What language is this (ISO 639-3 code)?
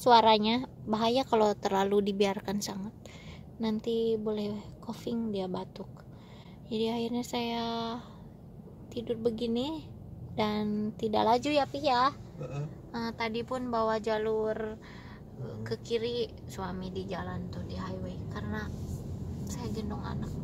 msa